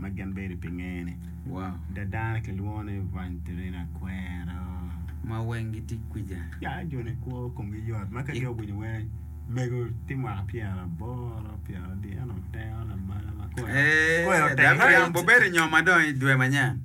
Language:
Acoli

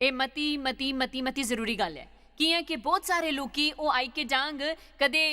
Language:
Dogri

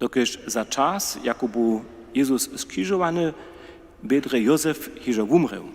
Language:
Upper Sorbian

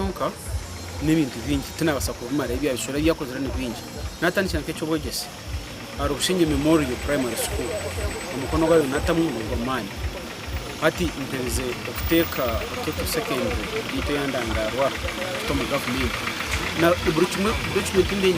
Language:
Nyankole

